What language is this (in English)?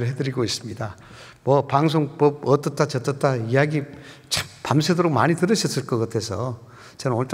Korean